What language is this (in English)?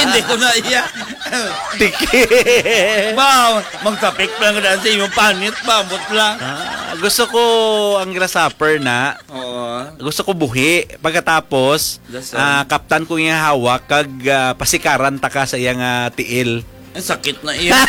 Hiligaynon